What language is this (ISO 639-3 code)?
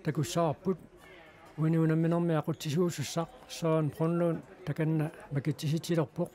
kal